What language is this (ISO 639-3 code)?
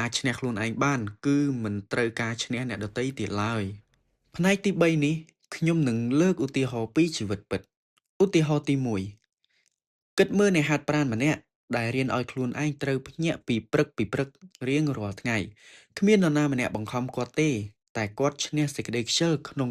khm